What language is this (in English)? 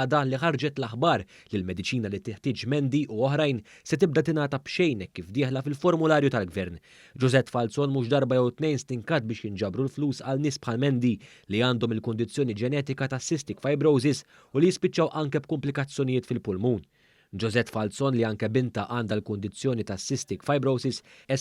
Maltese